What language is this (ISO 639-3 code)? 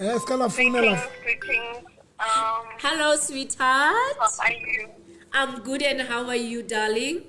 sot